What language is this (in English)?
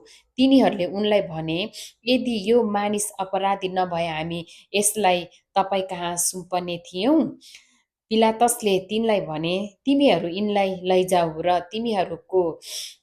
Nepali